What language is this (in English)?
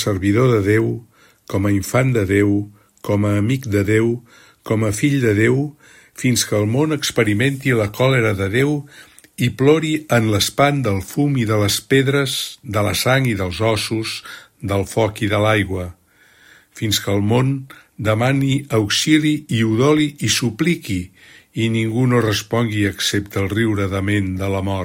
Catalan